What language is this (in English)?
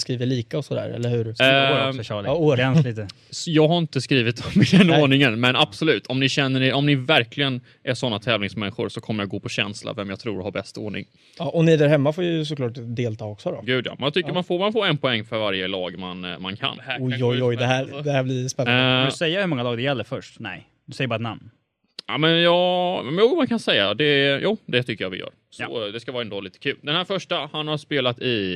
Swedish